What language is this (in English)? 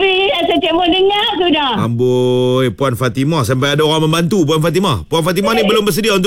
Malay